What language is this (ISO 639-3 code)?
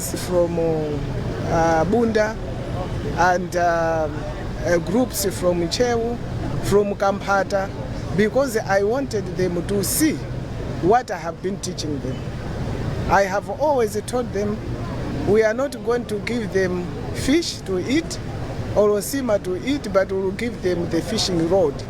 eng